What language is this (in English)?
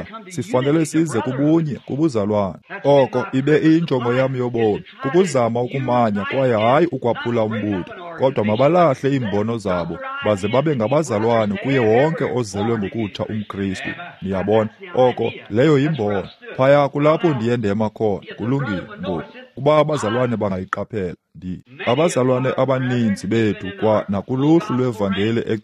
Xhosa